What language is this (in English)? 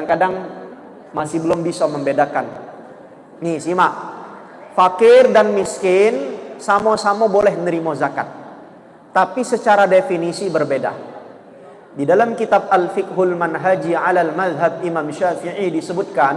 Musi